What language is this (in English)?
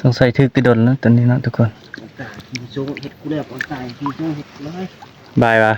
Northeastern Thai